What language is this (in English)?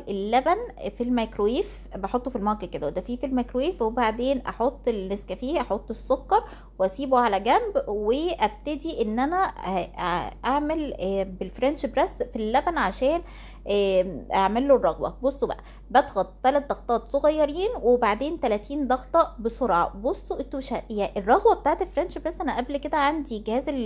Egyptian Arabic